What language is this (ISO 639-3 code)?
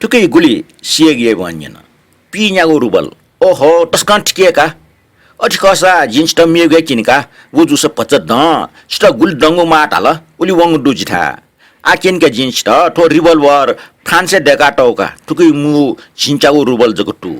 new